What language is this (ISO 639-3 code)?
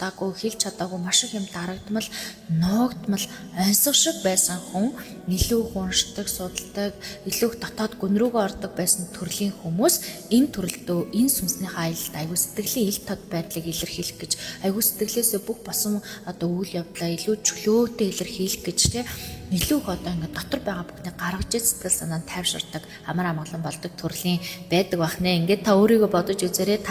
mon